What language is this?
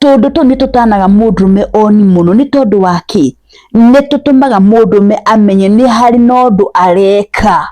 Kikuyu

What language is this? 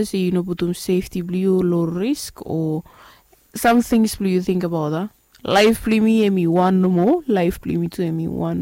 Bislama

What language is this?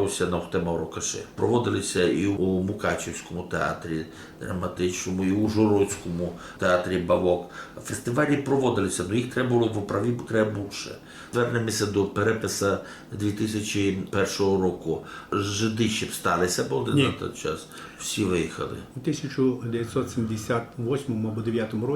Rusyn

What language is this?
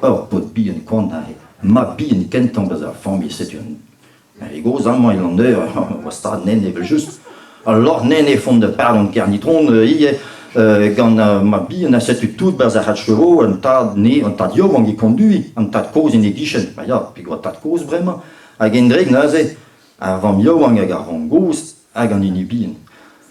Breton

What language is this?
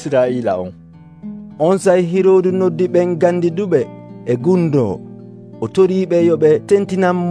Nigerian Fulfulde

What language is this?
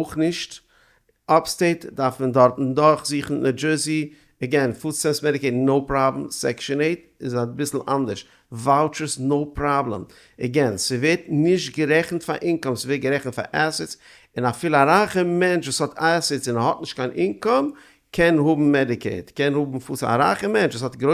Yiddish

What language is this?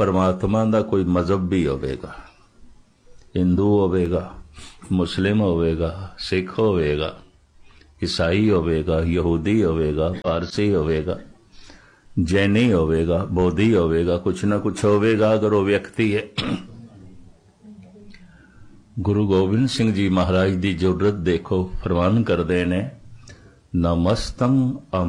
Punjabi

